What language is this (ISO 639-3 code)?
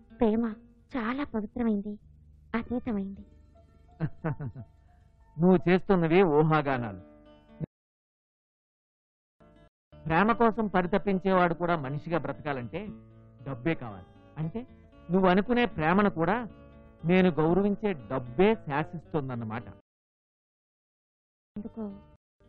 tel